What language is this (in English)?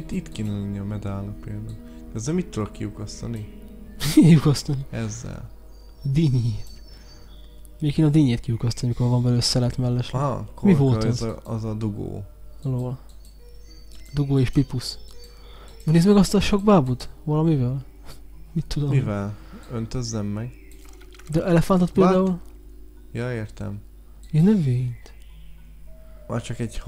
Hungarian